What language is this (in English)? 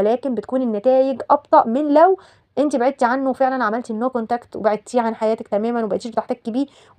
Egyptian Arabic